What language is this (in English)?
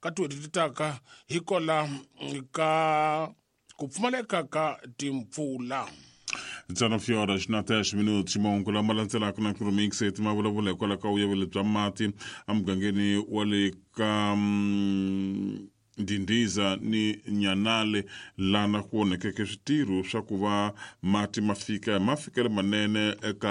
Tsonga